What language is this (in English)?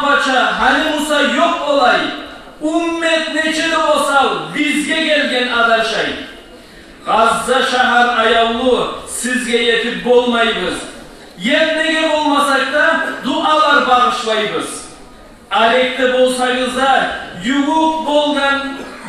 Kumyk